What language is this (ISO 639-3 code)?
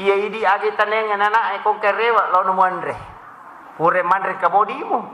bug